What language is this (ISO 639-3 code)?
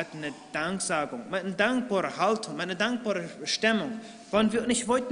pdt